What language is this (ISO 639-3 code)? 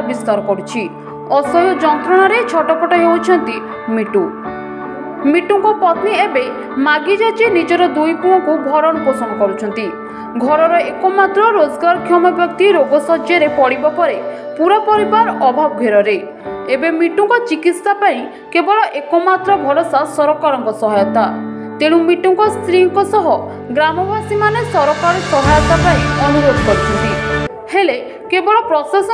ori